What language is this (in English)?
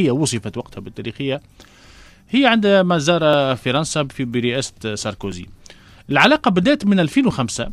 Tunisian Arabic